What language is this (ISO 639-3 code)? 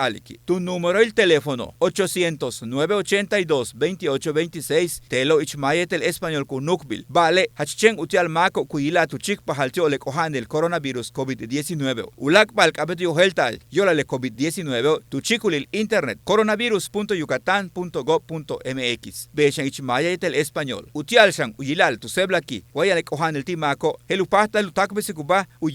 yua